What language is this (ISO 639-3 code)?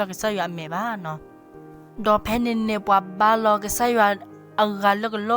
ksw